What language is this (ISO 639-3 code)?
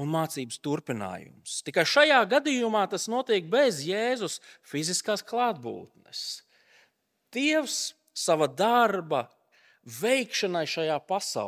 lav